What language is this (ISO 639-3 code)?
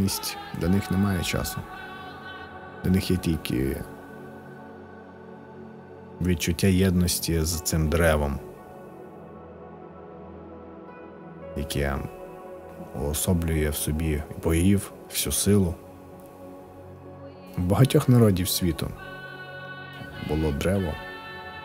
ukr